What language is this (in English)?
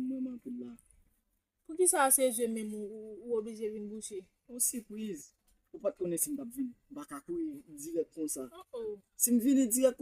Haitian Creole